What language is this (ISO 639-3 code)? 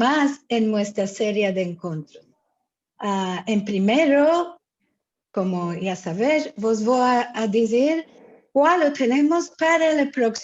lad